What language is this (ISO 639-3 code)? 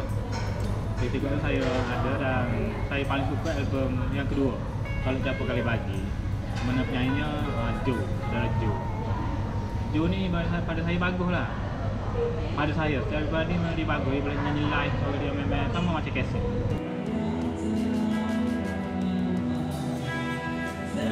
msa